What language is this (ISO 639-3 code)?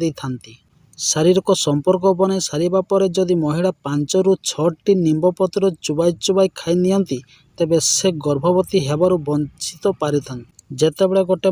ori